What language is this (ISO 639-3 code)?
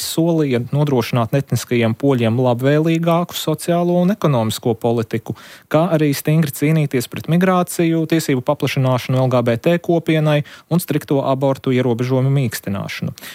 lav